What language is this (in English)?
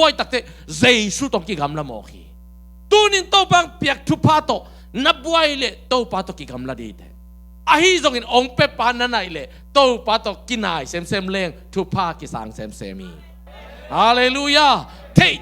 Tedim Chin